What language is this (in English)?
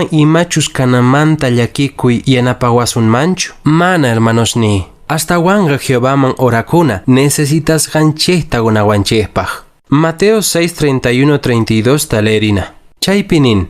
Quechua